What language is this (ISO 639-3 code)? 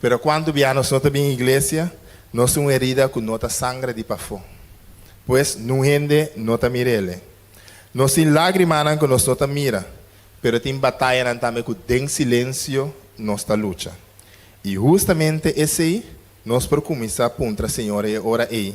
pap